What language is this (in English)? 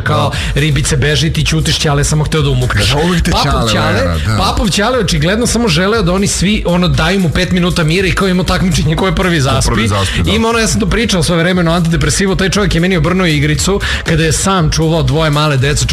Serbian